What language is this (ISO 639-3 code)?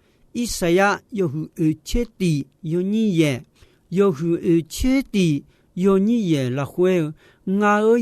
ahk